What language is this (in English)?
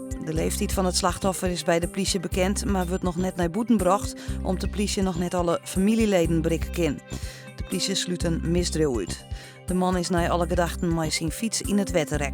Western Frisian